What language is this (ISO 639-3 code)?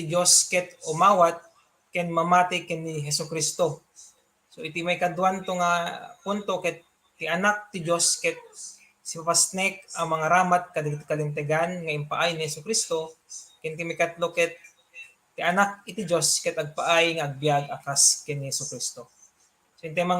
ilo